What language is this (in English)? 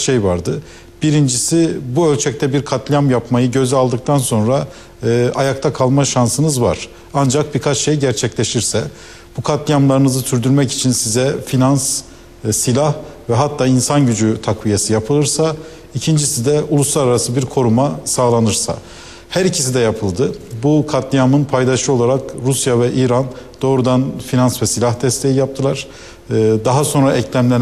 Turkish